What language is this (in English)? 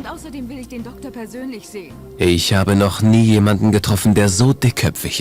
Bavarian